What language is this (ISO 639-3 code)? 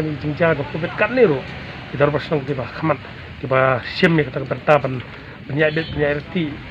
kha